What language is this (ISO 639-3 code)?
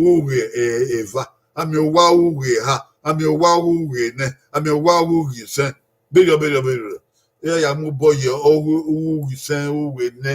bin